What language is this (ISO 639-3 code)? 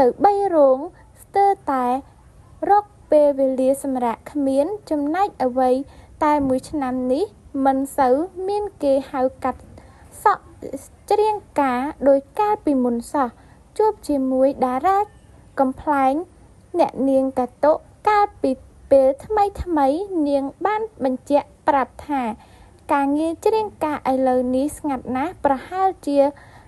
khm